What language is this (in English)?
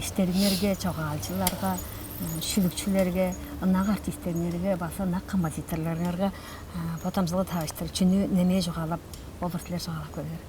Tuvinian